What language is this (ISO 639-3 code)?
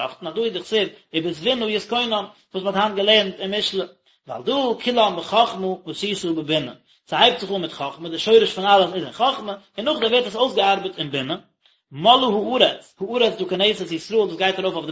yid